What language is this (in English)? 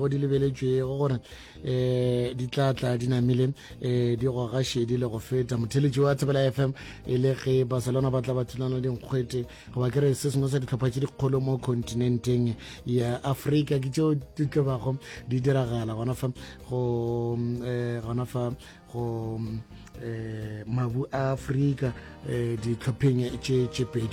Northern Sotho